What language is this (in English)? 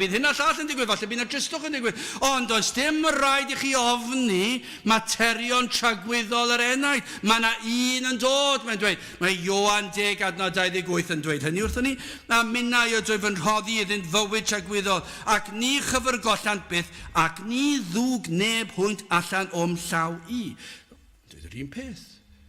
Welsh